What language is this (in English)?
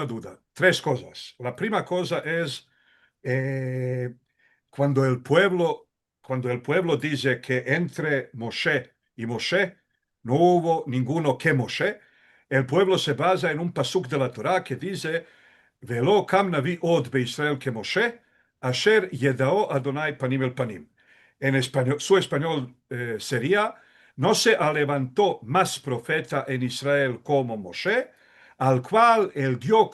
Ladino